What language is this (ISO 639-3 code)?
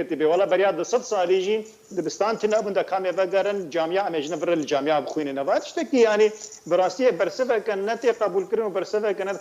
kur